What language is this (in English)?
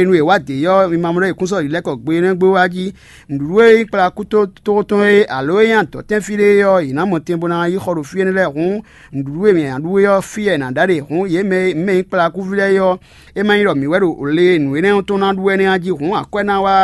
Fon